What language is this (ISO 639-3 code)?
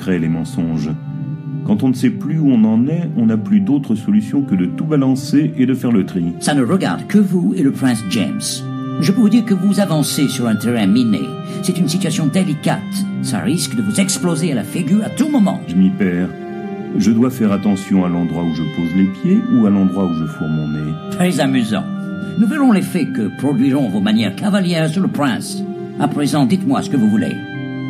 fra